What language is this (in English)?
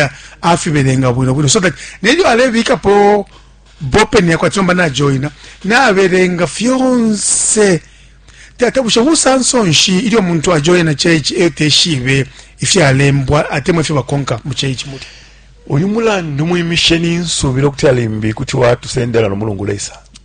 Bemba